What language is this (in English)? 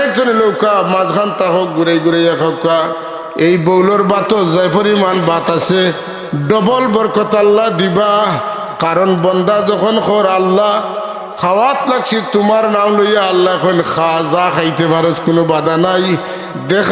Sylheti